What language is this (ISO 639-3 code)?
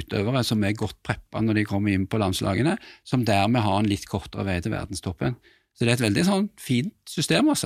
nor